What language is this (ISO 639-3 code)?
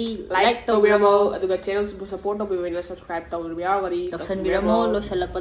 mni